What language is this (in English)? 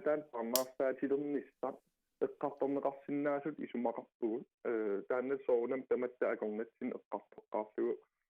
Kalaallisut